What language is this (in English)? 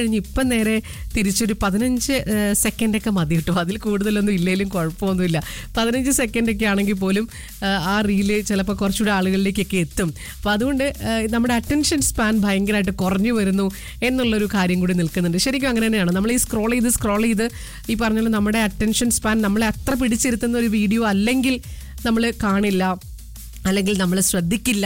Malayalam